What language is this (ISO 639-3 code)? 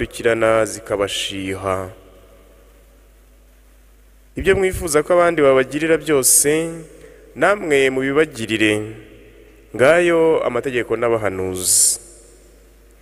kin